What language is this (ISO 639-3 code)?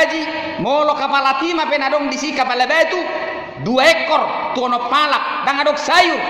bbc